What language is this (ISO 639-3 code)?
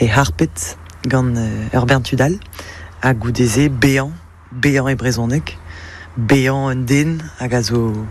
bre